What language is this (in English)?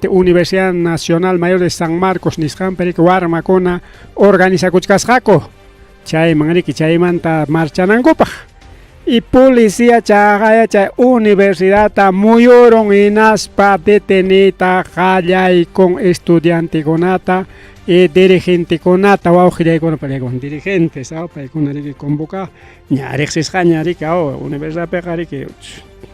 Ayacucho Quechua